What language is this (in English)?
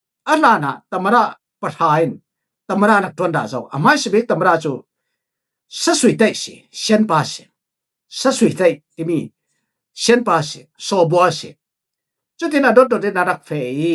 Falam Chin